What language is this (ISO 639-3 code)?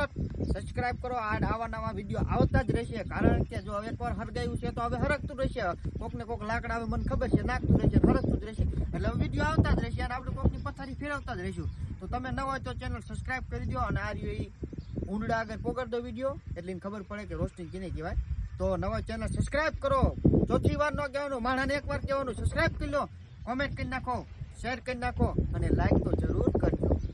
guj